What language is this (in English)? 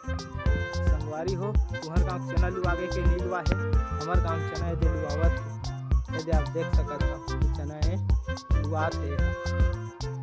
Chhattisgarhi